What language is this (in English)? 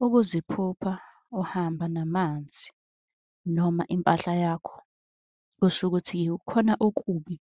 Zulu